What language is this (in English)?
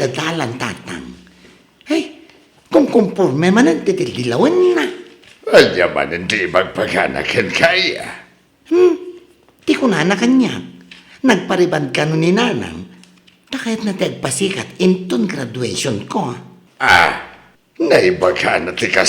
Iloko